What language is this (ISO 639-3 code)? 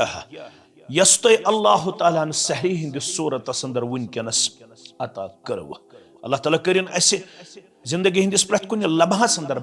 kas